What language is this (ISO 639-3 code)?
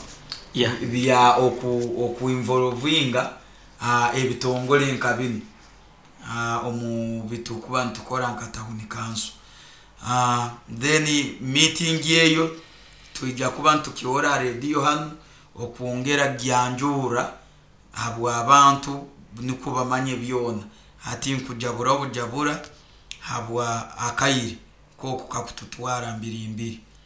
nyo